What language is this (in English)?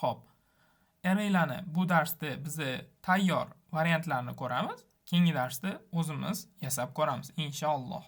Uzbek